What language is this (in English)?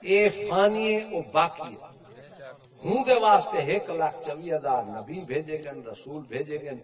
Saraiki